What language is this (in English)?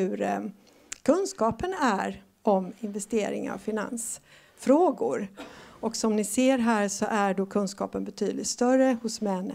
Swedish